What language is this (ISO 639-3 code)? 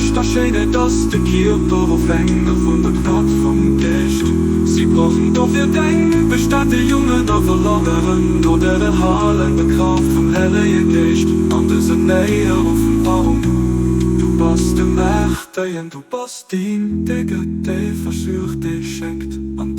ltz